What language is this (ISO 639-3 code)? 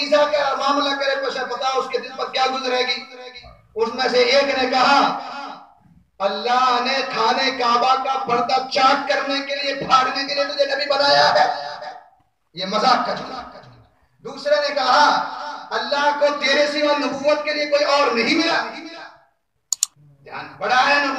urd